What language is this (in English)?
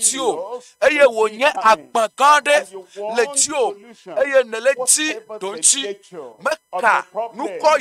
Ewe